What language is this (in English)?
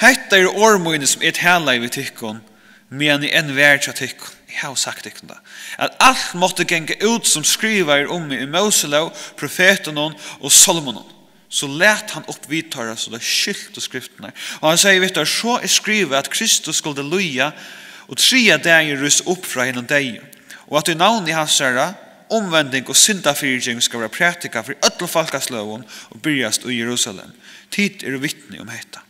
Faroese